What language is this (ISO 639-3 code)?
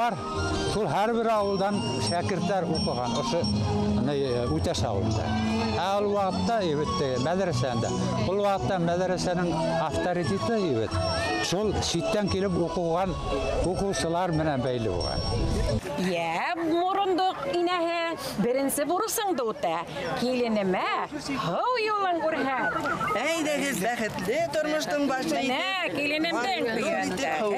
bak